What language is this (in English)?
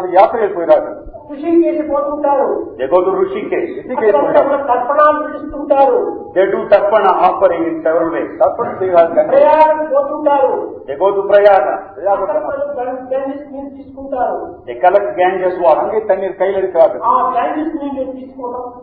Telugu